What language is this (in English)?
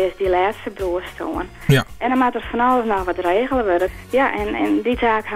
Western Frisian